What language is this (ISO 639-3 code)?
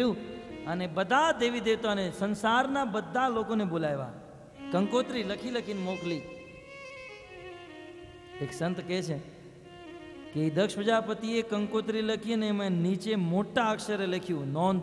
guj